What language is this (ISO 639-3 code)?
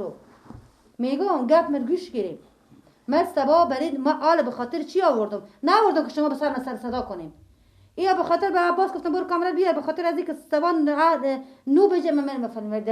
fas